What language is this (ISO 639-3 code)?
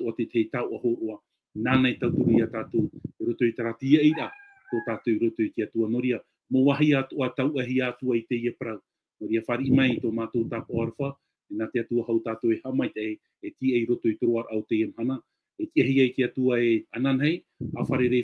tah